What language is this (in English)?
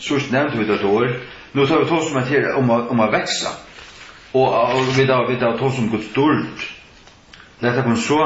Faroese